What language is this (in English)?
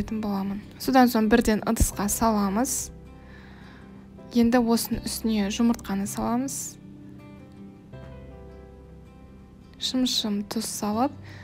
Kazakh